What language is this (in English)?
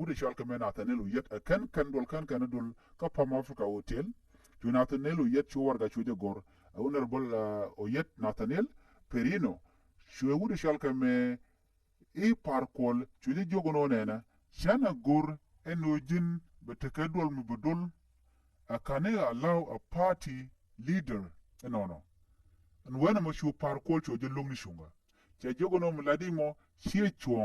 Nuer